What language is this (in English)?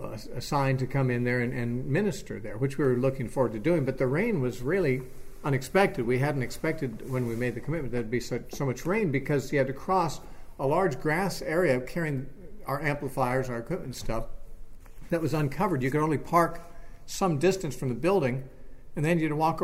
English